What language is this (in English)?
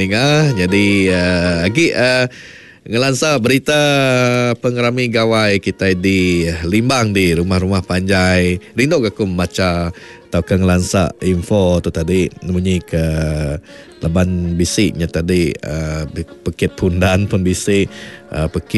Iban